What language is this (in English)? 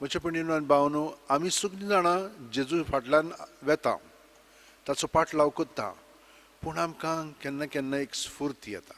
Konkani